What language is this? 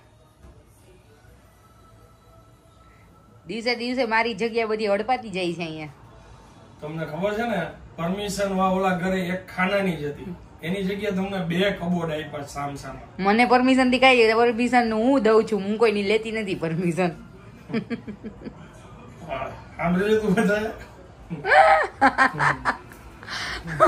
Gujarati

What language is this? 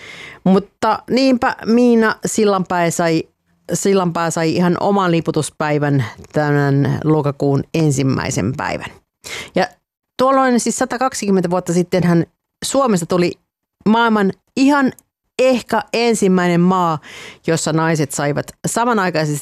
Finnish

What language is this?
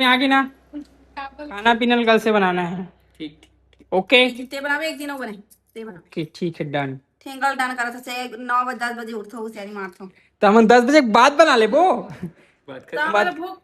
Chhattisgarhi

